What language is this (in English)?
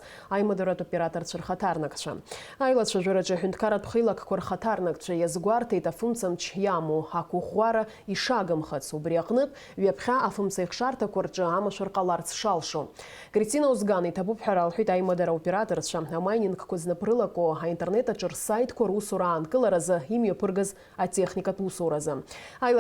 Abkhazian